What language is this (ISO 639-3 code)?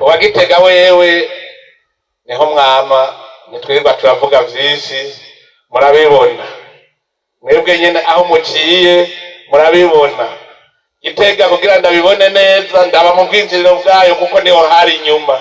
run